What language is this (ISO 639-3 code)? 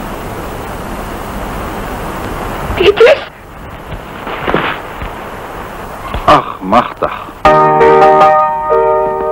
afr